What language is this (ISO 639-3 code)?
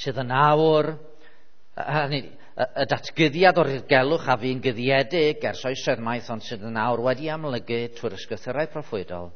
cym